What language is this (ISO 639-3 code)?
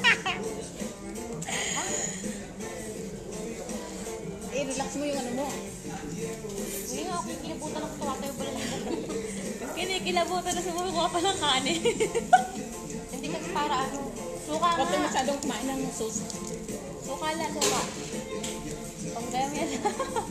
fil